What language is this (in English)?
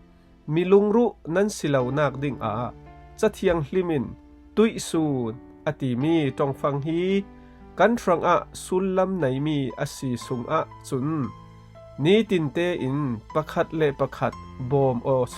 Falam Chin